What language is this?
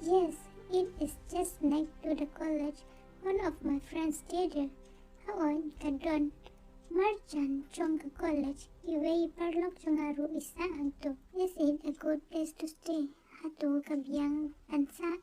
Khasi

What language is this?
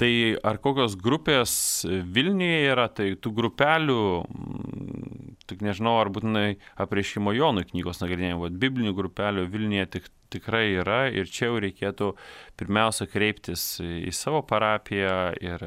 Lithuanian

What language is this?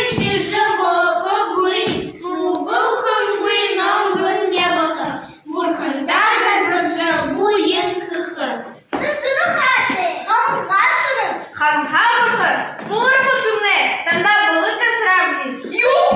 Buriat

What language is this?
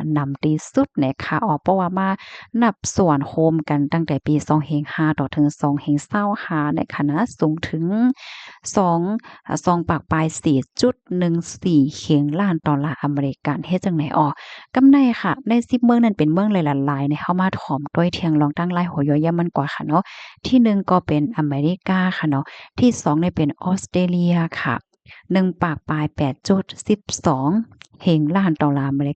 Shan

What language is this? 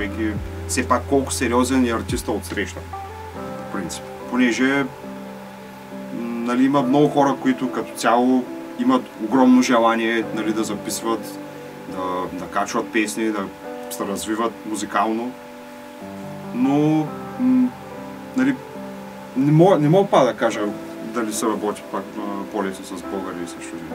Bulgarian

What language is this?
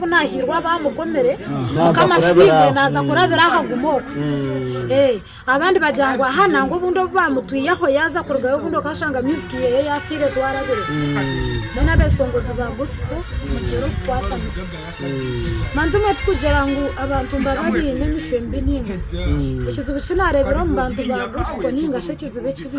Nyankole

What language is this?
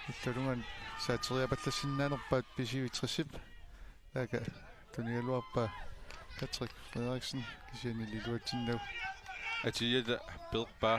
Kalaallisut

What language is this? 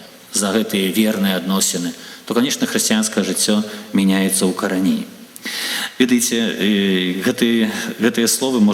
Belarusian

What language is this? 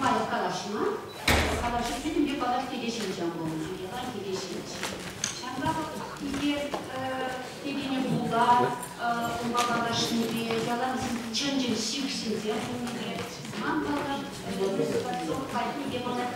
Chuvash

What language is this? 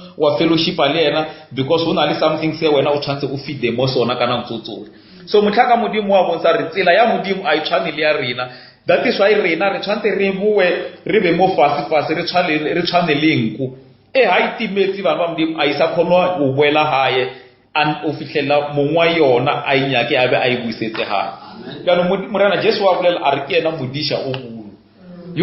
Northern Sotho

